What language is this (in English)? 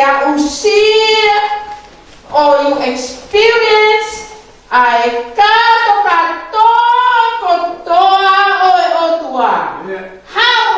Tongan